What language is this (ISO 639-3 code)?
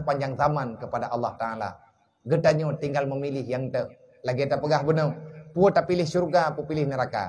ace